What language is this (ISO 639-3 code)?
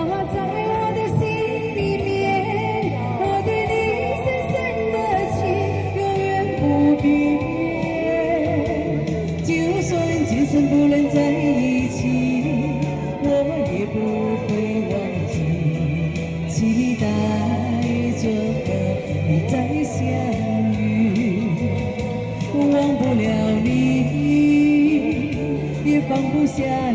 zho